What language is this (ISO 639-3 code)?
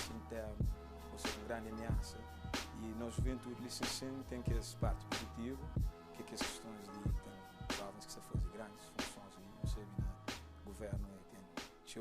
kea